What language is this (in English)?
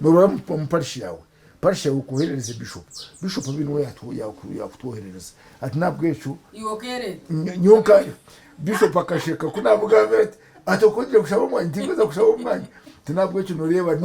Nyankole